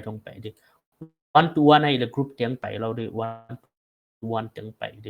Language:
Paite Chin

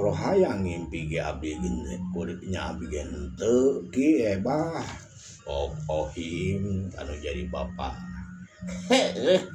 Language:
Sundanese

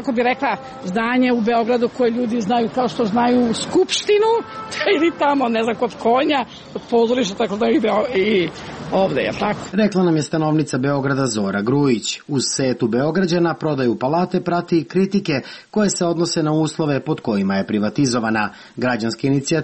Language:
Serbian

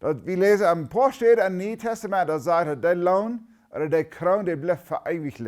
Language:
Plautdietsch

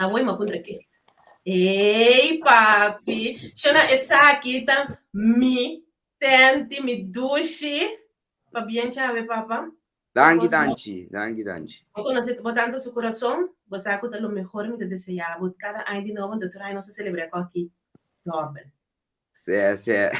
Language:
Papiamento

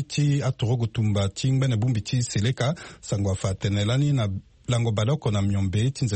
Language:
Sango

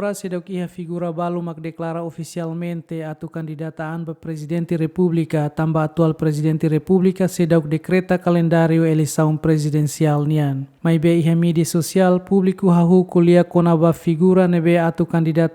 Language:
Tetum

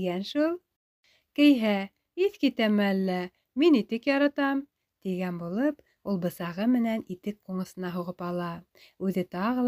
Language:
Bashkir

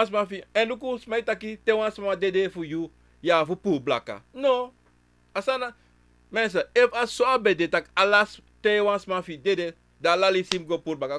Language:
Sranan Tongo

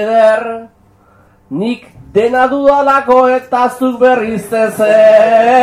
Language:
Basque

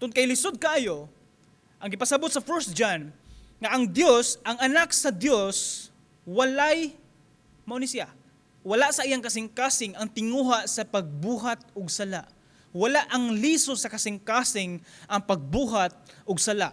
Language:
Cebuano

